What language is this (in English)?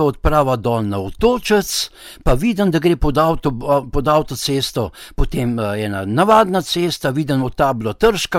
Slovenian